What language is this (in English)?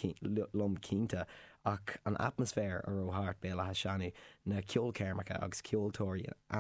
Irish